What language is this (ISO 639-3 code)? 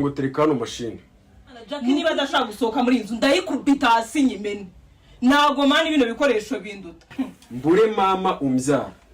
kin